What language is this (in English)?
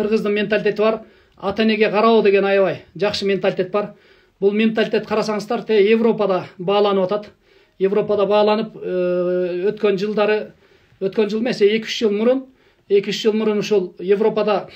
Kyrgyz